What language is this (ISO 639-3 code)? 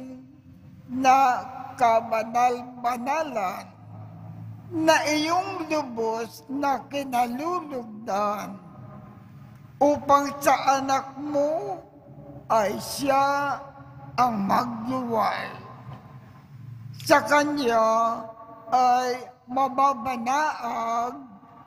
fil